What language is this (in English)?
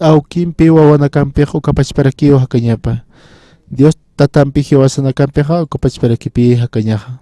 Aymara